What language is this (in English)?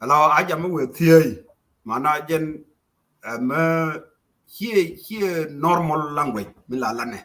Nuer